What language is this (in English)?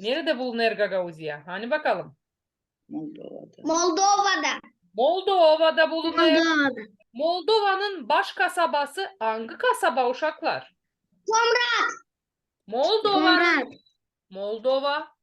Gagauz